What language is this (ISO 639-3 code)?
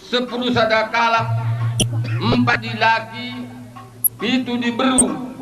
btx